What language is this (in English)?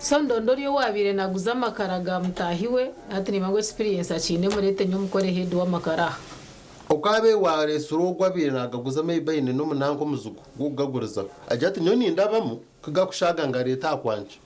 Nyankole